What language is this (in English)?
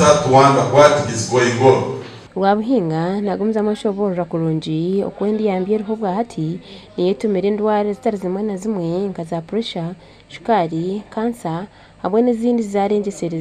Nyankole